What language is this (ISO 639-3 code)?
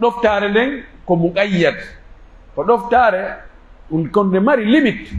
fuf